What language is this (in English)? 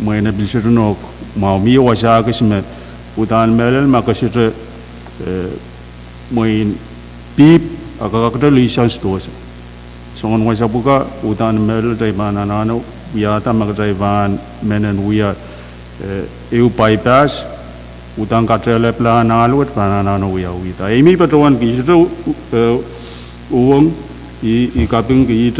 Pohnpeian